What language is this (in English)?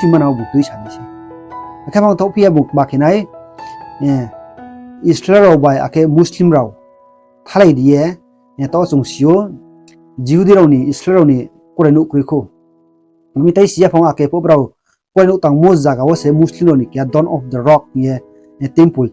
Riang (India)